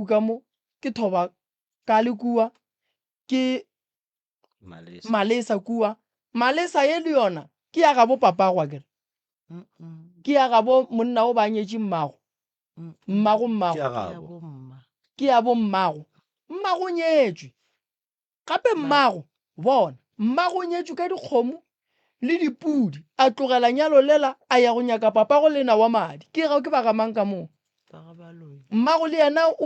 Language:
Northern Sotho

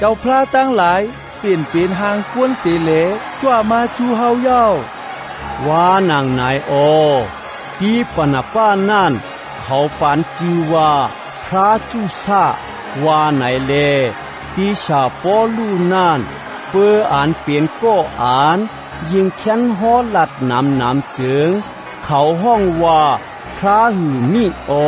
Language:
Shan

